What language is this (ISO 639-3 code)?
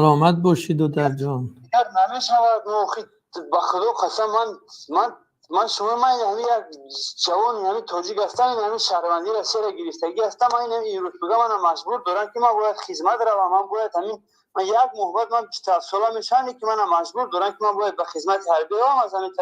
tgk